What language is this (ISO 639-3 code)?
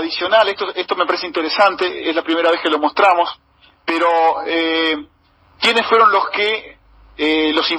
spa